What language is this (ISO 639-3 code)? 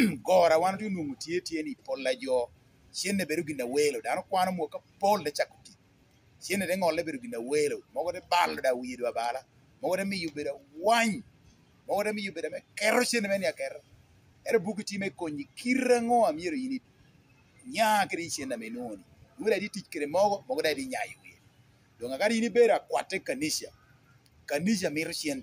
laj